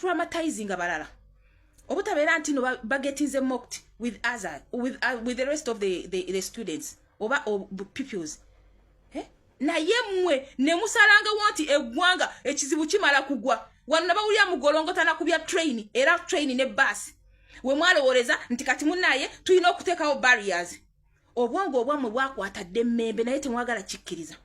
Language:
Ganda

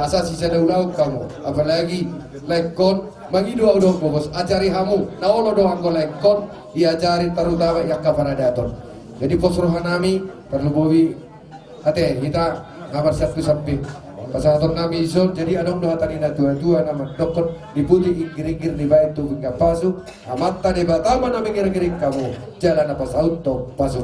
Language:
Batak Toba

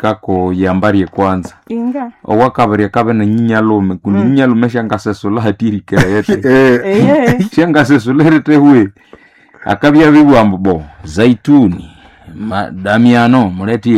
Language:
Nande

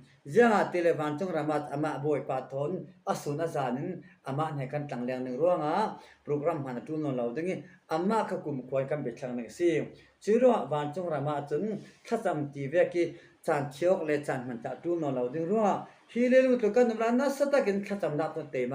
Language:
Falam Chin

